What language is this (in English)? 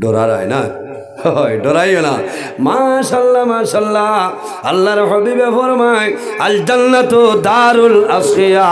Sylheti